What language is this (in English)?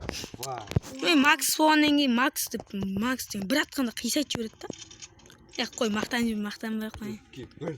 Kara-Kalpak